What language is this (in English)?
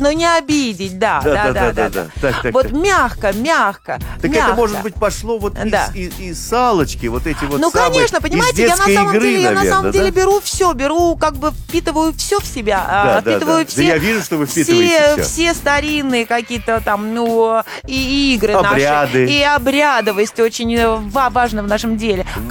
Russian